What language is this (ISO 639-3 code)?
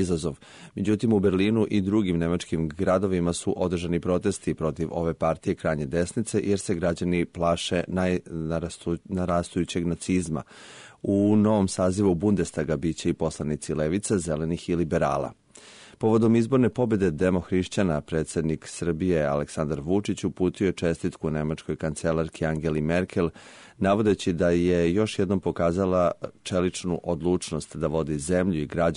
srp